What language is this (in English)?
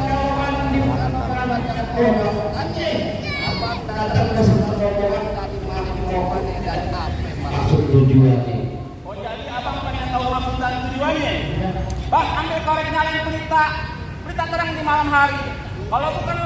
Betawi